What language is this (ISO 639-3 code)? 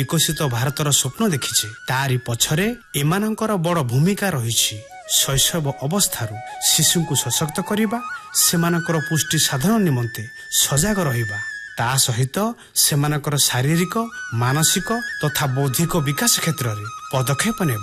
ori